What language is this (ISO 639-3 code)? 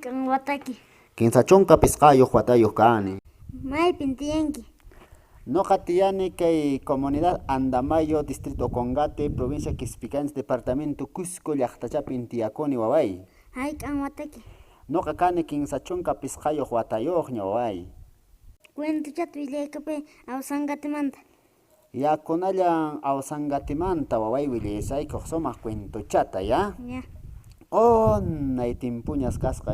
que